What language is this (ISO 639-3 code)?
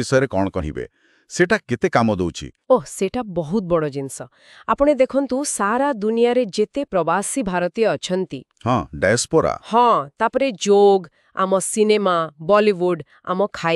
ori